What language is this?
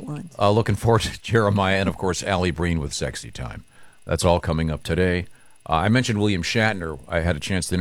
English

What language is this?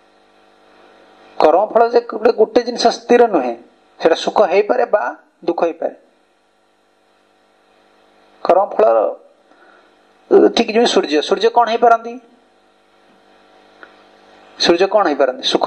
Odia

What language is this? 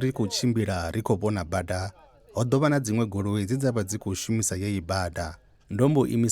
Venda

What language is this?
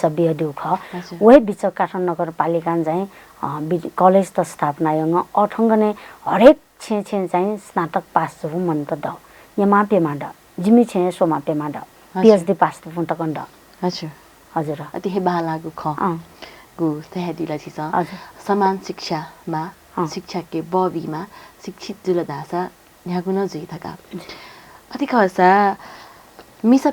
Newari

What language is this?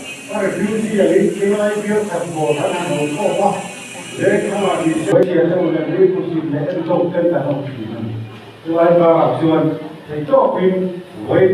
Mizo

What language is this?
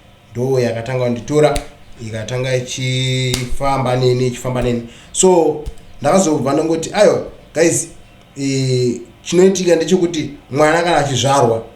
Shona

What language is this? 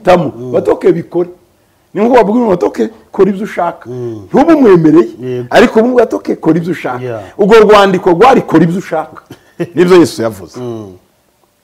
Kinyarwanda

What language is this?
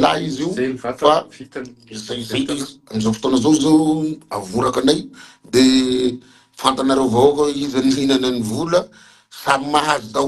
Malagasy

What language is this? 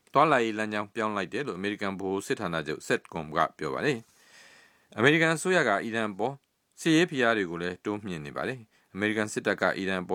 Burmese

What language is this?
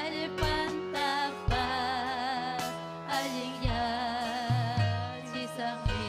Ayacucho Quechua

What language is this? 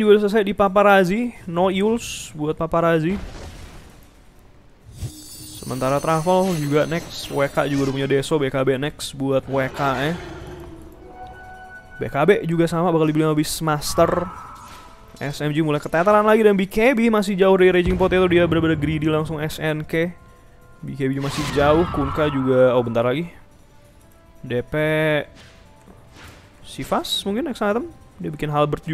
Indonesian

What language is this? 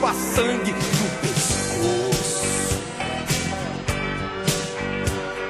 Portuguese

